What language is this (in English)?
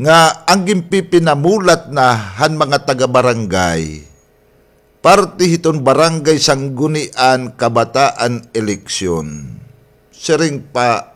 Waray